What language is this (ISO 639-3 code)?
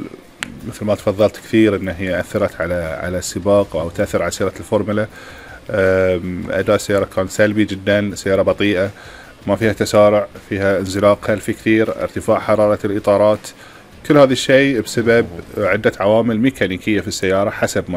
afb